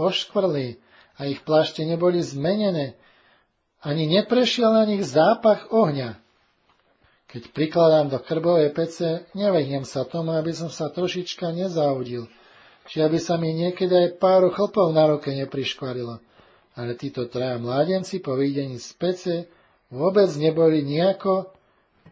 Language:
Slovak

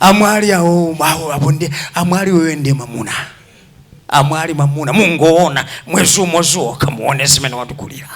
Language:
Nyanja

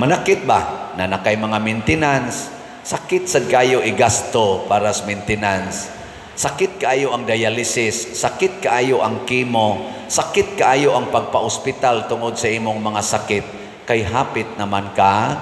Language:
Cebuano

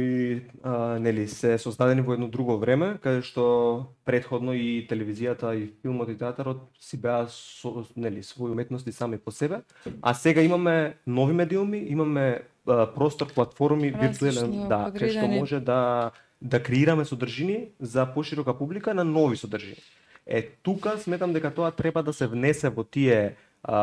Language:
Macedonian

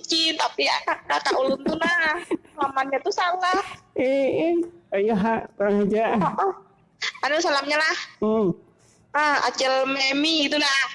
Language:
Banjar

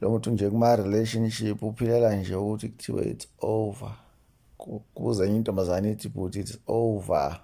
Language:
Zulu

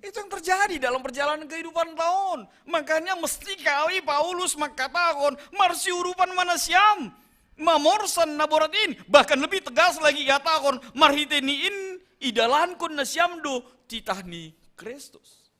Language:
Batak Simalungun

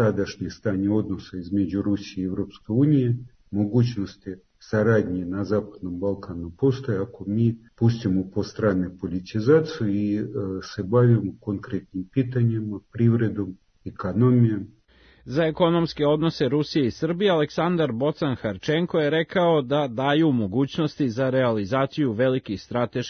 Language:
Serbian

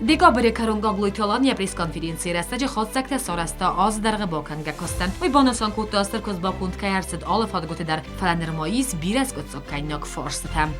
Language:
Ossetic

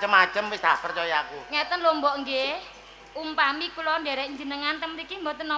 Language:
Javanese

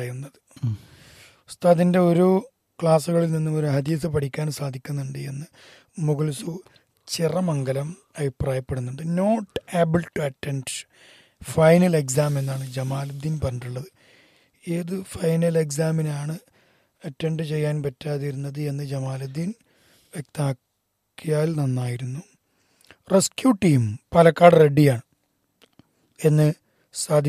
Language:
Malayalam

